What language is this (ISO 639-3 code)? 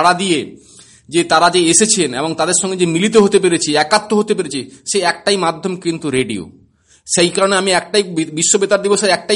ben